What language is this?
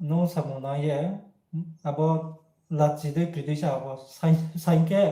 Riang (India)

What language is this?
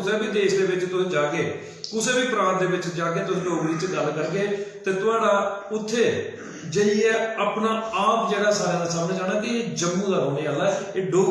Dogri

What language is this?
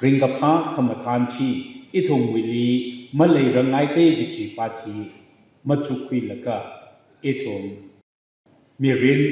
Tangkhul Naga (India)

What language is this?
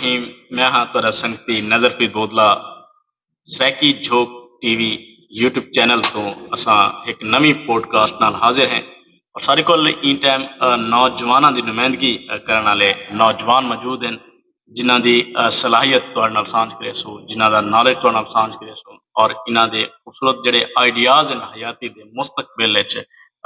Saraiki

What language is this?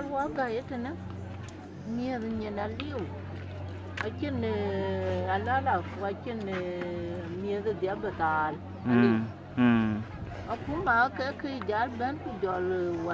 Dinka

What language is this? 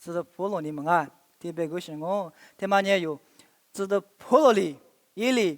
Lisu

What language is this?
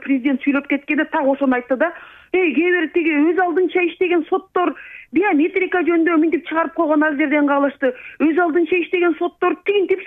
Kyrgyz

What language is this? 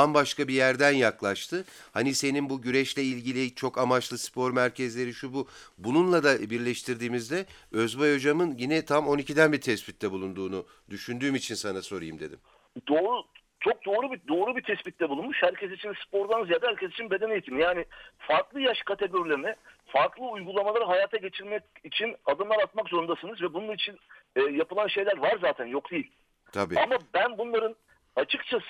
Turkish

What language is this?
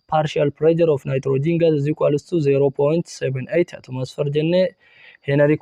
Oromo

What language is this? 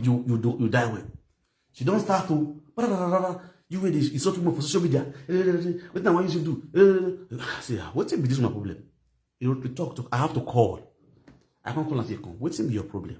Nigerian Pidgin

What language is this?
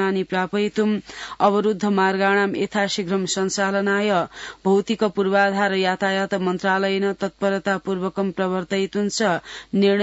Sanskrit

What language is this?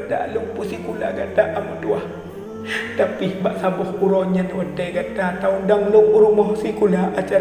Achinese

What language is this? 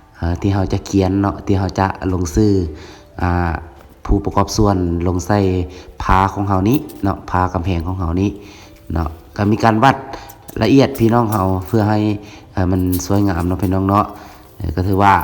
Lao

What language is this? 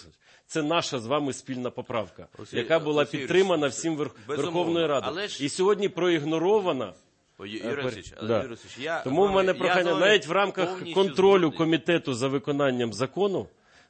Ukrainian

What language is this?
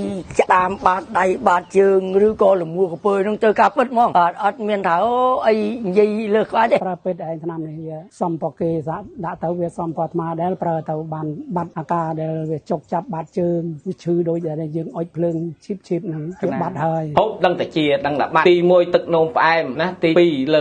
Khmer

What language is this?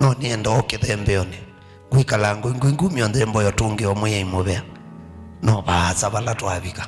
Kamba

